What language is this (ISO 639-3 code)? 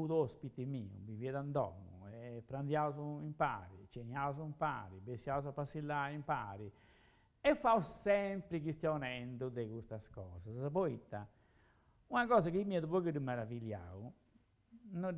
srd